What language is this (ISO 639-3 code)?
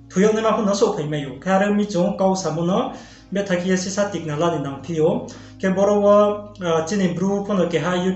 ria